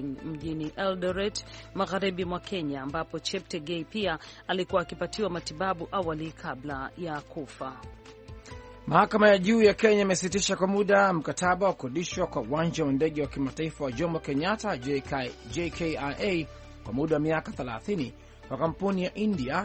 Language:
Swahili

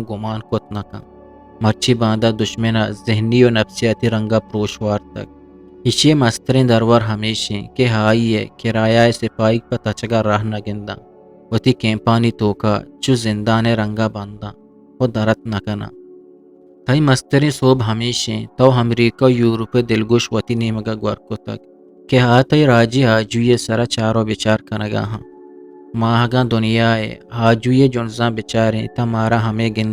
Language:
Eastern Balochi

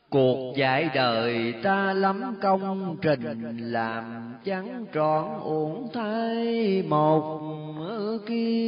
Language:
Vietnamese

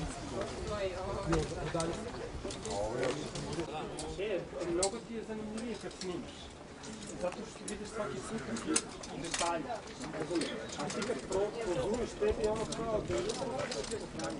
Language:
Croatian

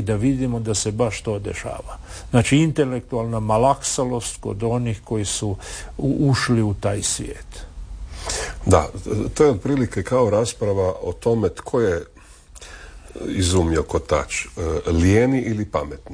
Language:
Croatian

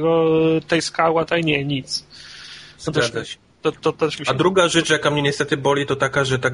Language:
Polish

